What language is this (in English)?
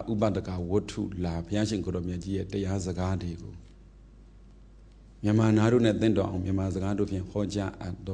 Burmese